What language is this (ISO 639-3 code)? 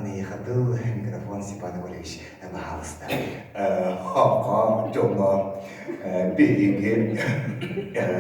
sah